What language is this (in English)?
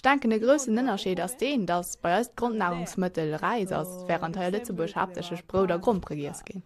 Luxembourgish